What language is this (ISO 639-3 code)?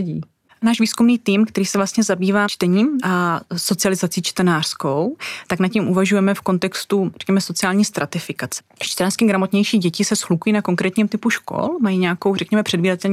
ces